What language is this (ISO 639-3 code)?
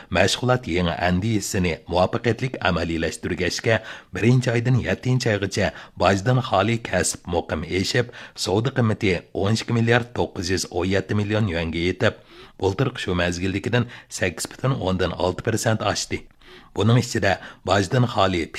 uig